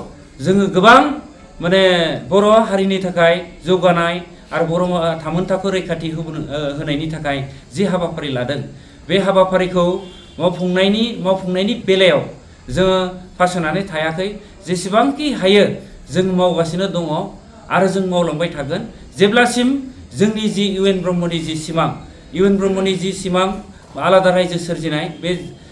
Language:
Bodo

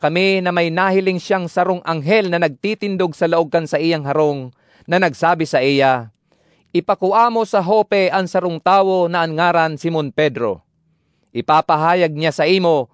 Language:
Bikol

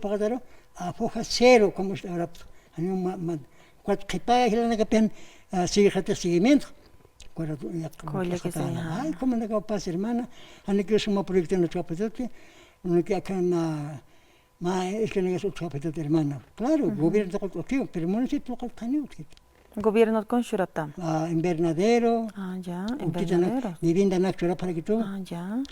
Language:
Aymara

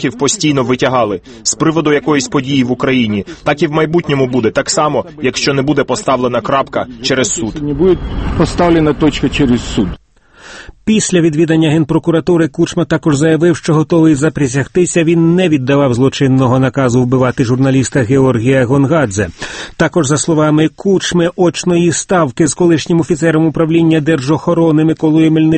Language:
Ukrainian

